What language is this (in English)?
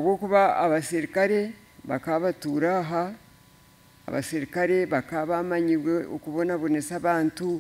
Nyankole